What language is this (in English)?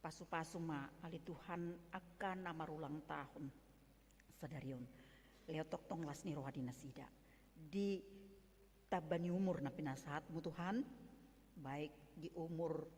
Batak Toba